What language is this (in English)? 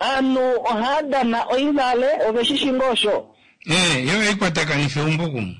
Kuanyama